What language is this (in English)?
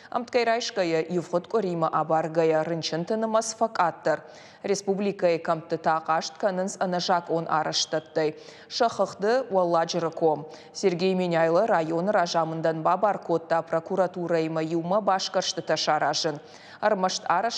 Ossetic